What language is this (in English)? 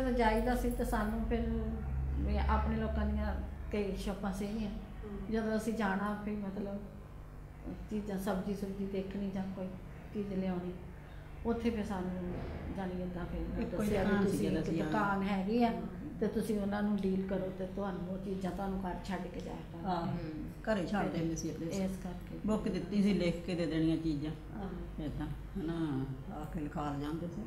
Punjabi